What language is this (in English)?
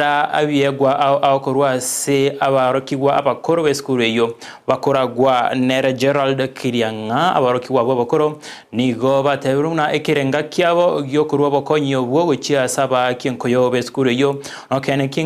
Gusii